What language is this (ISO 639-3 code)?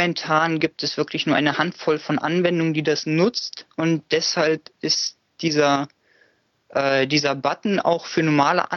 deu